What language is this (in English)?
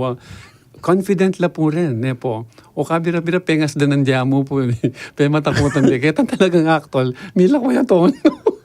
Pampanga